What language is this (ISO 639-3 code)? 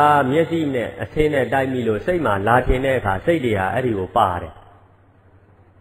mya